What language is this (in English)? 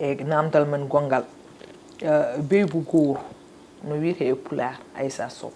Fula